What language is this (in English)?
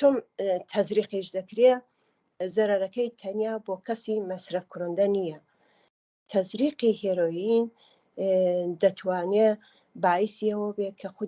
Central Kurdish